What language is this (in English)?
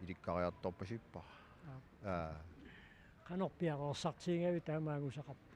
Kalaallisut